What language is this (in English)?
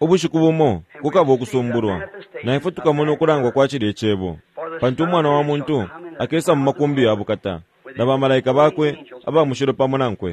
Bemba